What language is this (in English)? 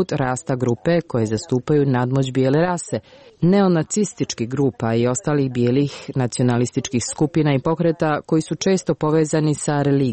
Croatian